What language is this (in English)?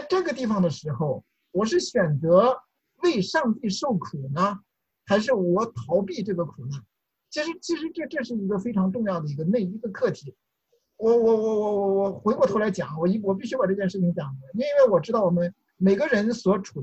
Chinese